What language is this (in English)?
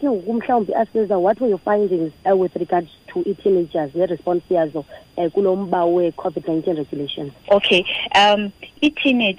Xhosa